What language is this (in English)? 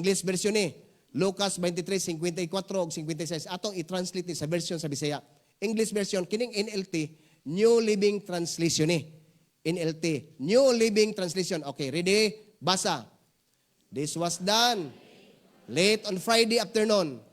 Cebuano